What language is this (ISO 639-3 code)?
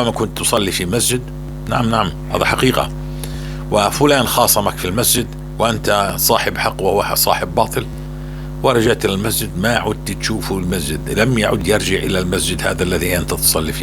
apc